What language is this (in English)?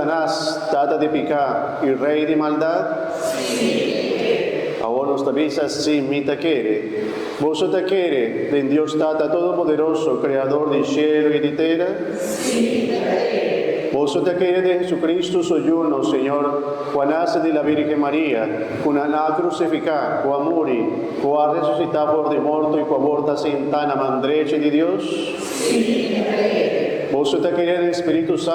Papiamento